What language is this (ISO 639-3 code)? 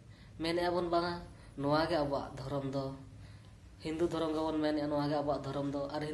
sat